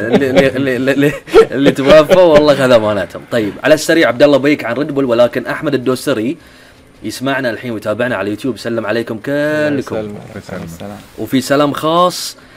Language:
Gulf Arabic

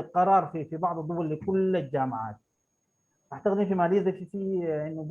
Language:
Sudanese Arabic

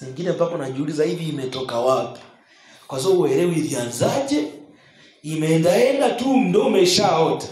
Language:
Swahili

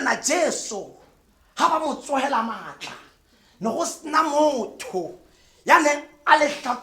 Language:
Tswana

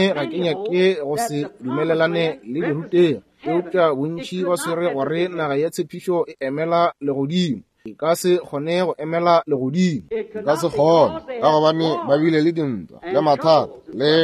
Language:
Northern Sotho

